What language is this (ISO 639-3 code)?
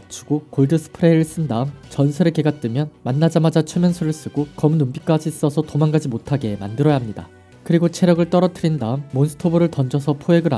kor